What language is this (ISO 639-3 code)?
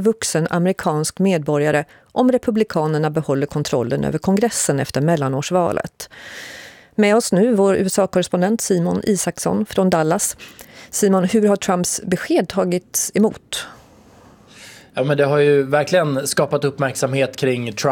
swe